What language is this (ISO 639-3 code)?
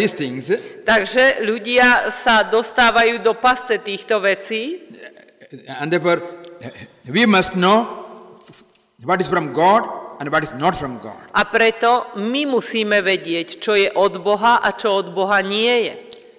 slk